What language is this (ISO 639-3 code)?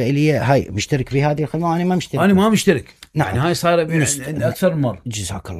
acm